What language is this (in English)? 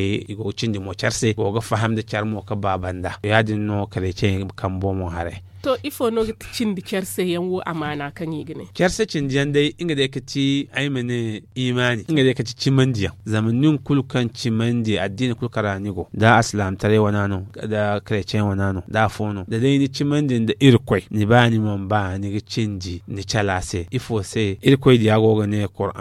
Zarma